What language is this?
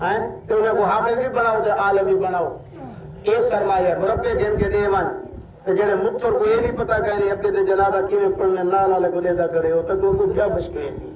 Saraiki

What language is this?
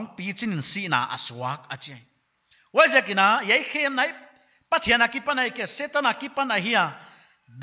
Paite Chin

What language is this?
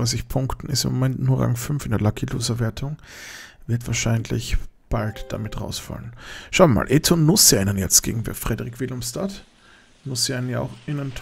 German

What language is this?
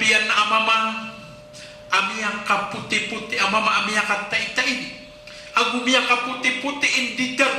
Maranao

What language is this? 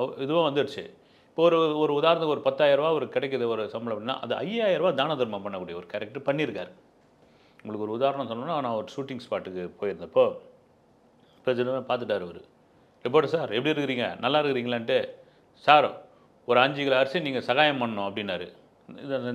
Tamil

